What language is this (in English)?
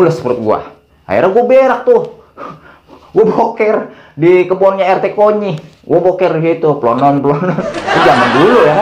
Betawi